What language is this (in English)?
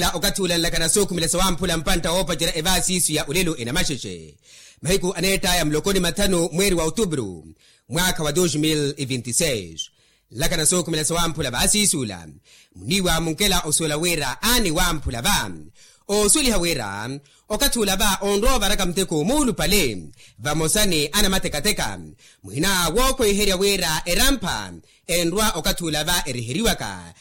Makhuwa